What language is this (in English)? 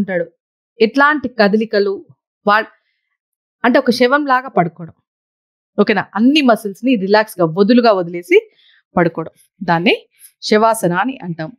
Telugu